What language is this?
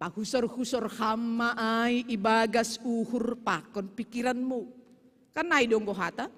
Batak Simalungun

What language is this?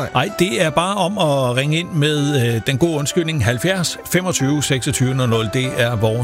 Danish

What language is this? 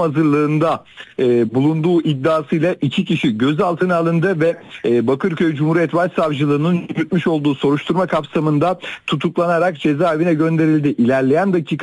Turkish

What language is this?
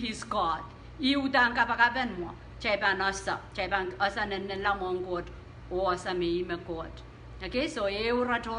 Pohnpeian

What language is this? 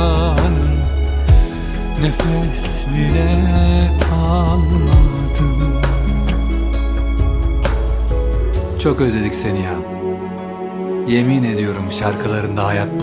Turkish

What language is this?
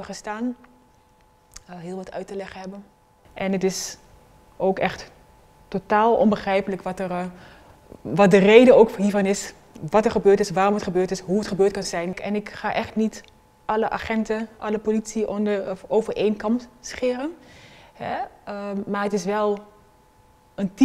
Dutch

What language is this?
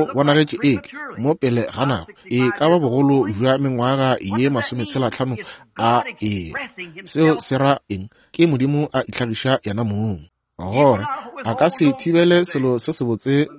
Northern Sotho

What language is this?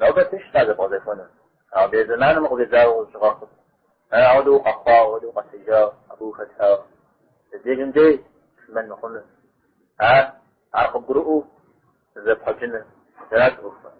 Kabardian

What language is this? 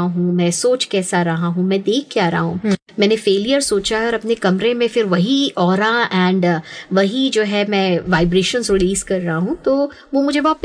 Hindi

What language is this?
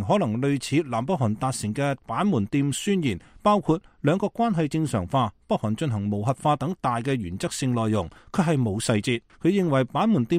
Cantonese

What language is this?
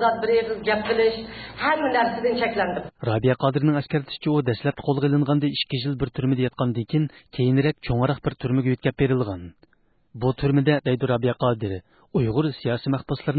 Uyghur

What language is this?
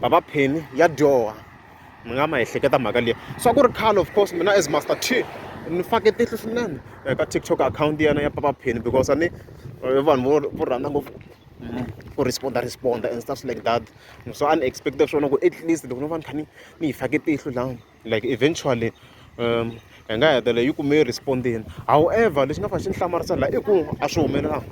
Tsonga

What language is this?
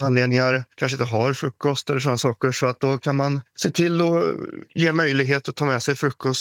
Swedish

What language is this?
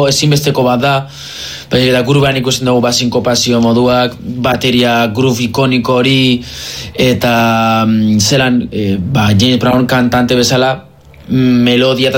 Basque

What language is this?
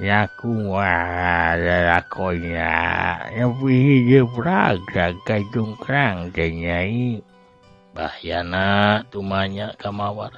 Sundanese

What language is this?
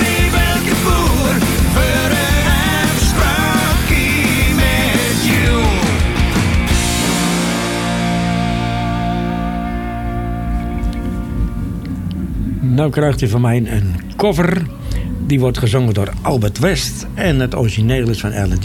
Dutch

